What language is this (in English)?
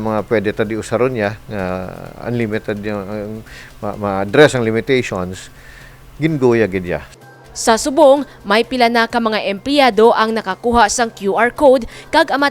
Hiligaynon